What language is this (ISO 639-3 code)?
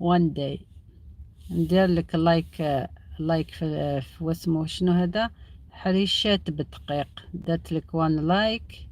arq